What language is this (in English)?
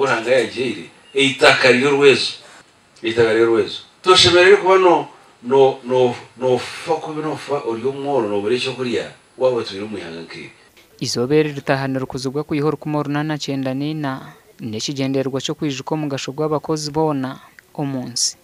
Nyankole